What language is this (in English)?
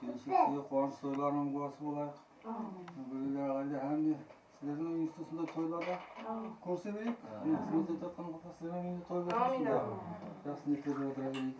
Kara-Kalpak